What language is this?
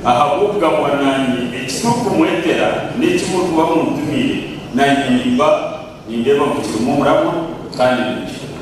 Nyankole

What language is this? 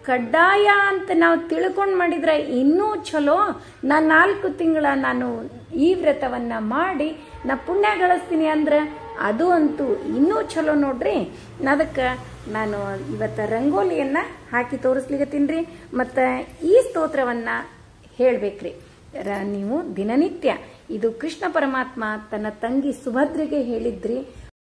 Kannada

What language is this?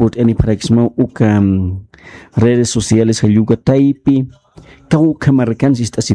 Aymara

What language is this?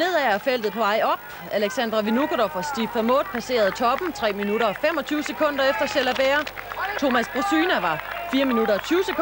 Danish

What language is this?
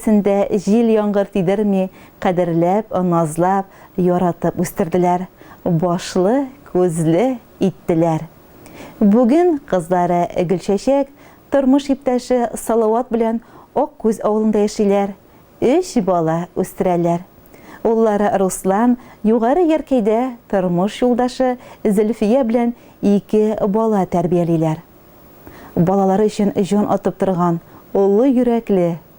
Tatar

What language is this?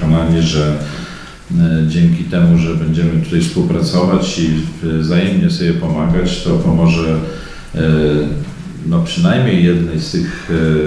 Polish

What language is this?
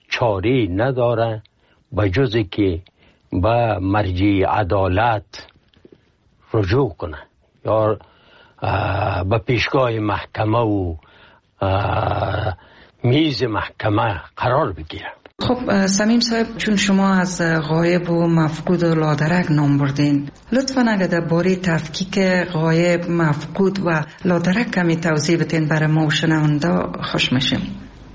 Persian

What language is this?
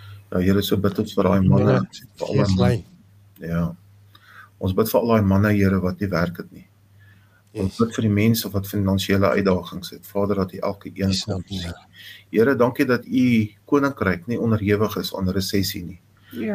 Afrikaans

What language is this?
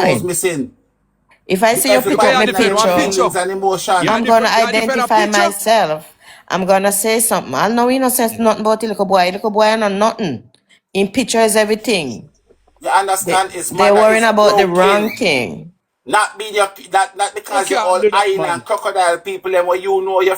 Jamaican Creole English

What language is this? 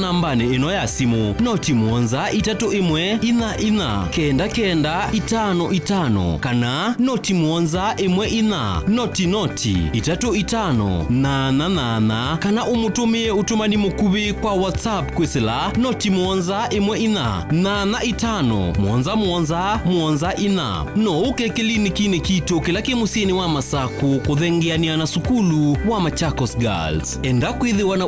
Kamba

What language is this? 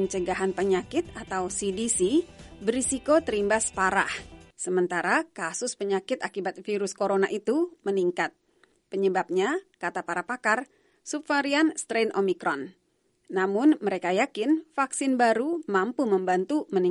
Indonesian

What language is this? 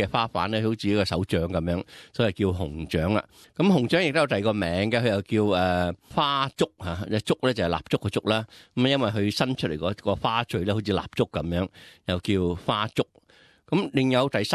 Cantonese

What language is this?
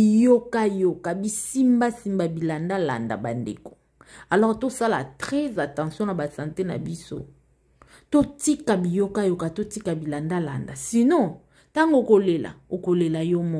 Lingala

